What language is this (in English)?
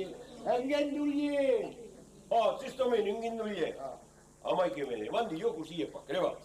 Occitan